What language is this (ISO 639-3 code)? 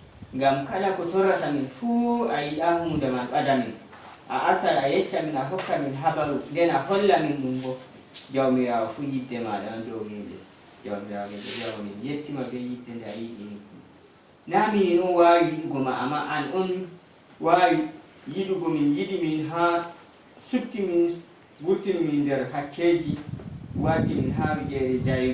ful